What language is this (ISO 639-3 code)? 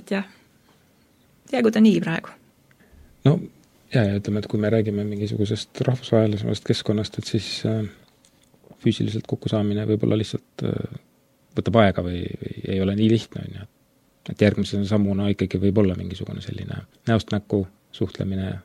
est